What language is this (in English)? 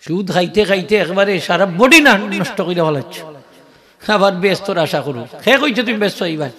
Sylheti